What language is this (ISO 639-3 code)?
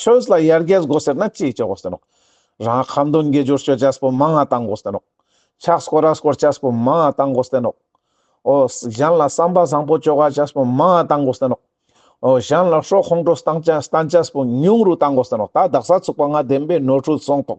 lbj